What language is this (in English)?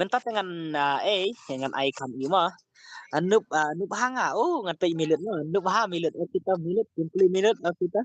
Khasi